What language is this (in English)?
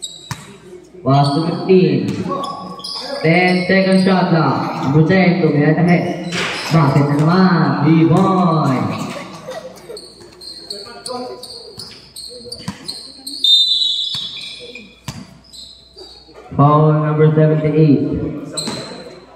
Filipino